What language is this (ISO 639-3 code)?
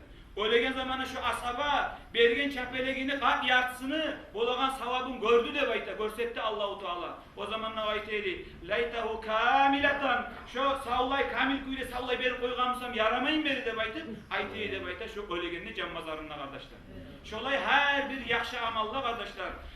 kum